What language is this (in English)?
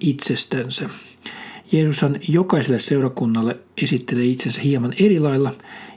Finnish